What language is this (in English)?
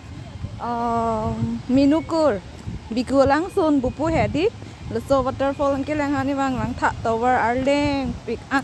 Karbi